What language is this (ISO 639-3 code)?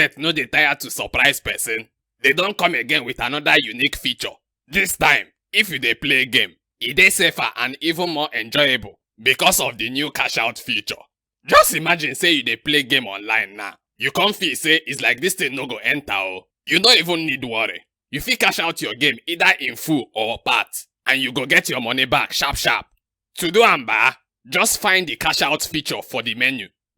pcm